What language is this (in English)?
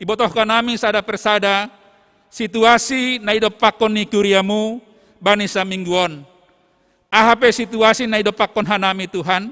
Batak Simalungun